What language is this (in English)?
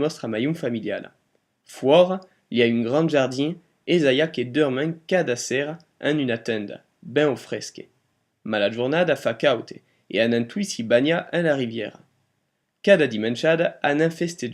Occitan